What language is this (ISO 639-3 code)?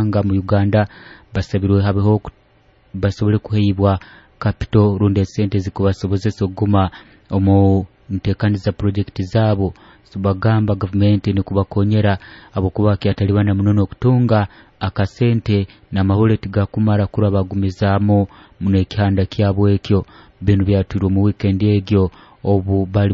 nyo